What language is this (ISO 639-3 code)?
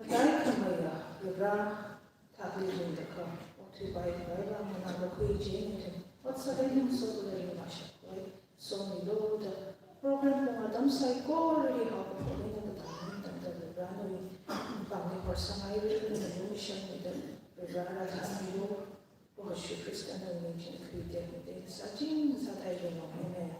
nmf